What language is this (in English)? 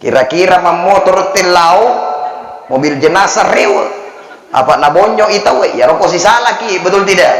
Buginese